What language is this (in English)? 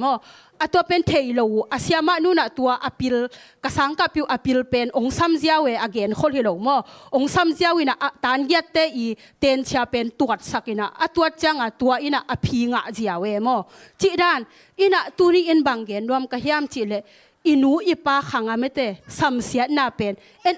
Tedim Chin